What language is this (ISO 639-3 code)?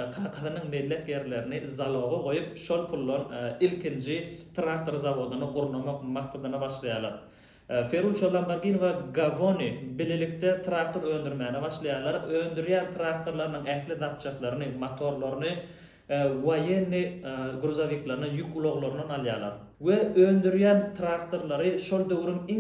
tuk